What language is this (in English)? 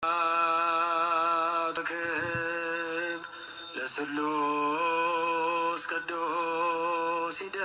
Geez